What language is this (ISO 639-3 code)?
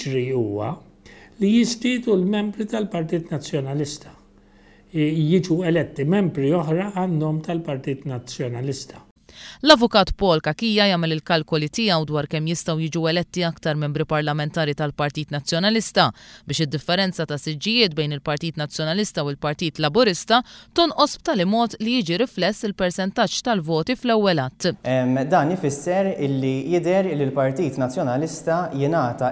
mlt